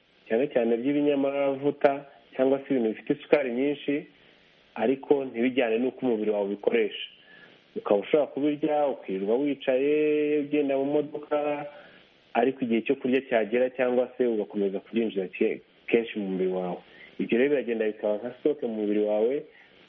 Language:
Kinyarwanda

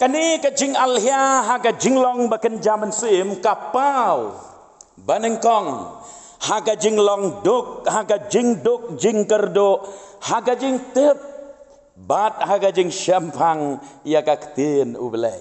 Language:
Khasi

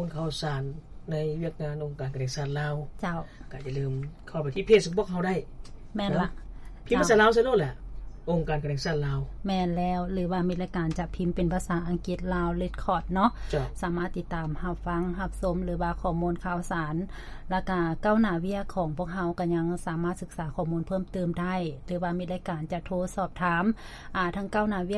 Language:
Lao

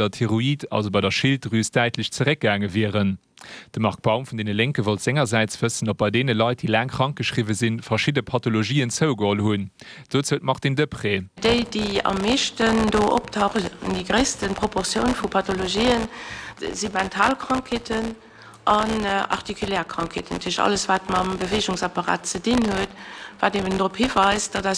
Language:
Luxembourgish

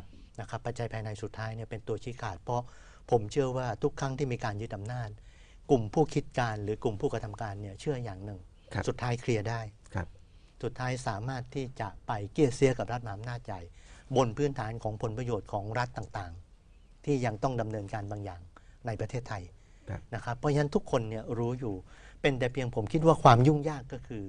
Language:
Thai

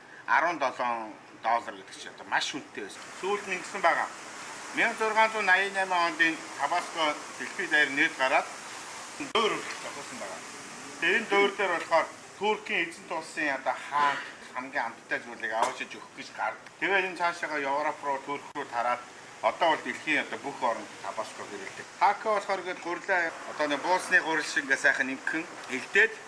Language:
Mongolian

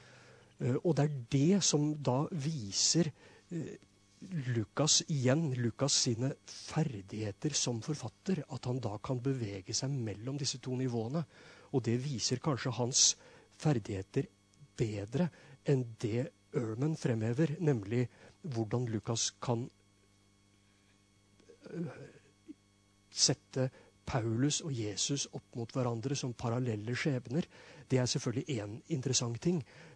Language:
Norwegian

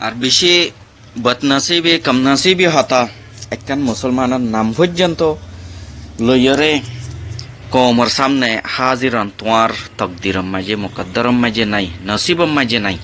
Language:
Rohingya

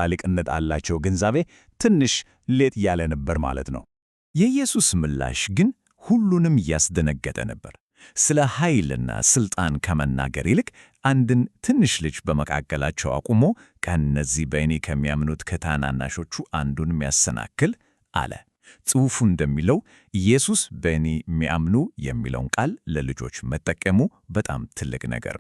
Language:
Amharic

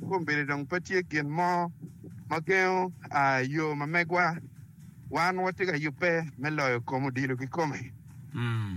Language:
Acoli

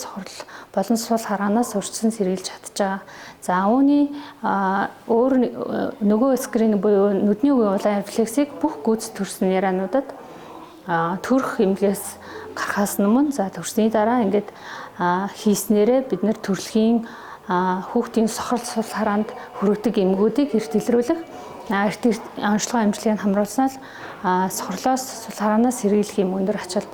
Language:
Mongolian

